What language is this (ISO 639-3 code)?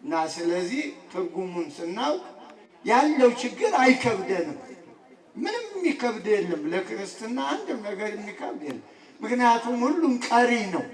amh